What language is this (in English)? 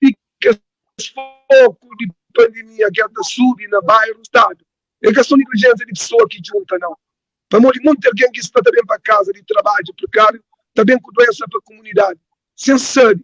Kabuverdianu